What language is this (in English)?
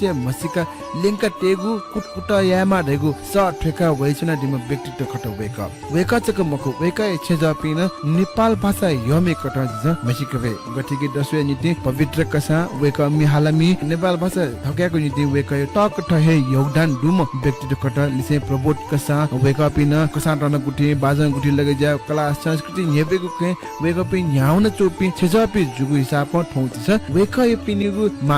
Newari